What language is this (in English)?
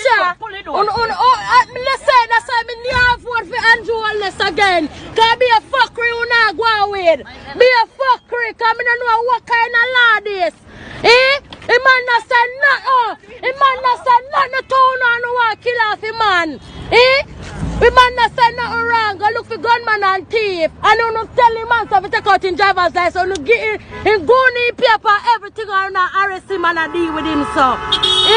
Jamaican Creole English